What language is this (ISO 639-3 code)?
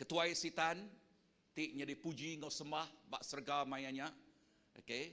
iba